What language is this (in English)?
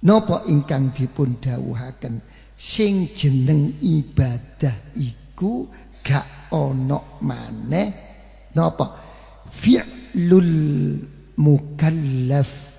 Javanese